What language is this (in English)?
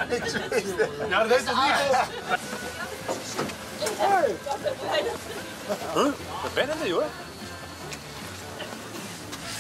Dutch